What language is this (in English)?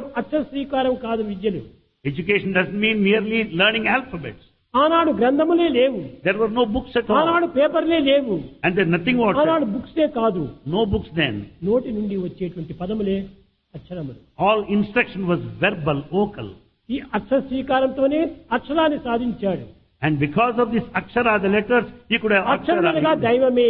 Telugu